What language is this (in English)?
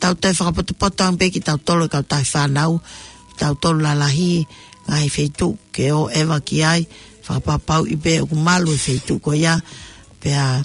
Tongan